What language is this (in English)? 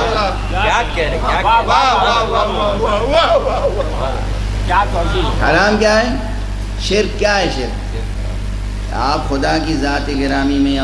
Urdu